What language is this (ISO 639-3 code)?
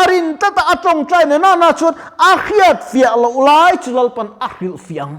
lus